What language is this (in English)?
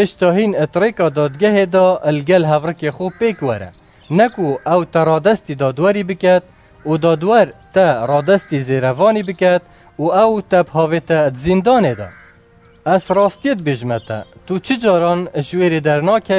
Kurdish